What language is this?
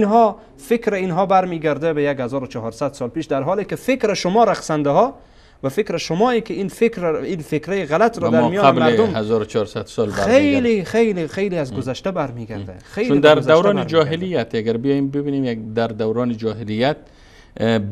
Persian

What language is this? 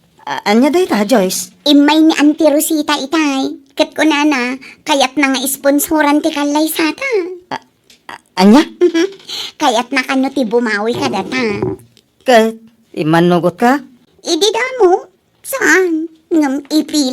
Iloko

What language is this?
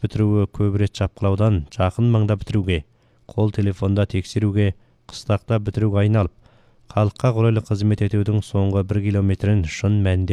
Kazakh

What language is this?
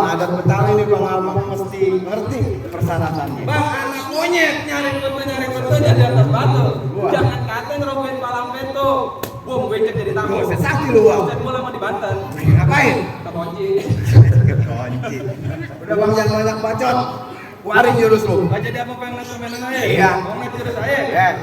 Betawi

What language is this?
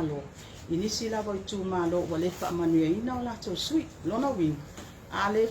Samoan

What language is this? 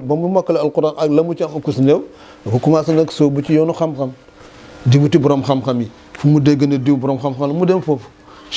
Wolof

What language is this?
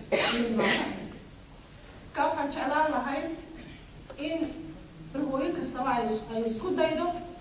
Somali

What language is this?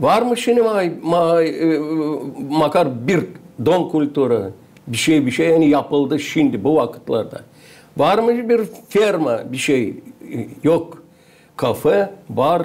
Gagauz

